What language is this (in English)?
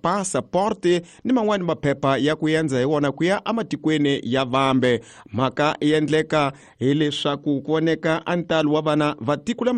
Tsonga